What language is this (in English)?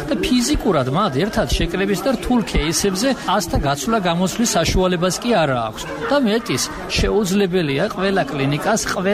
Georgian